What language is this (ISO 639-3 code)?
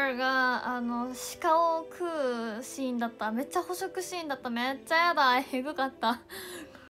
jpn